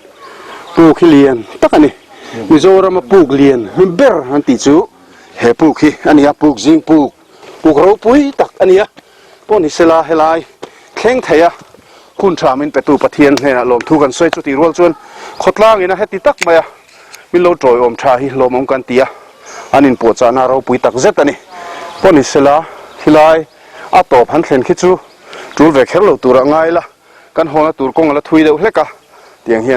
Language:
Mizo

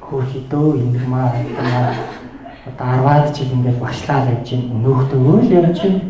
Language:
Mongolian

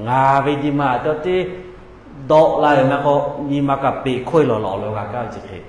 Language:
Lahu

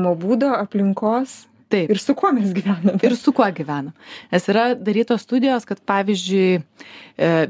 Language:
Lithuanian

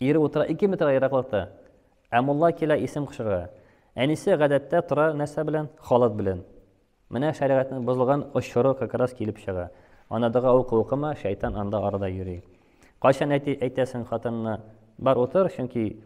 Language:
Tatar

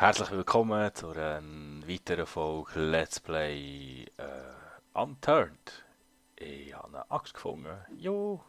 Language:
Swiss German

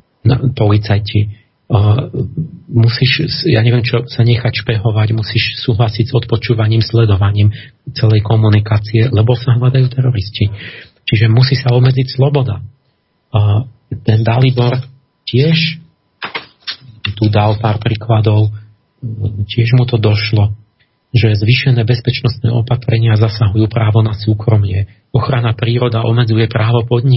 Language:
Slovak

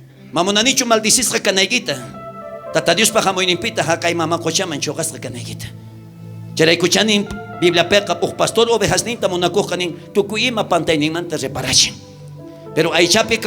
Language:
South Bolivian Quechua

